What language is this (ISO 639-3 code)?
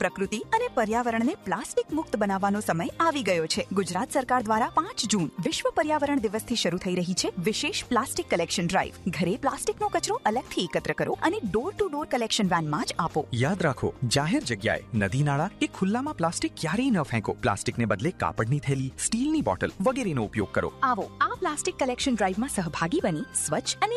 guj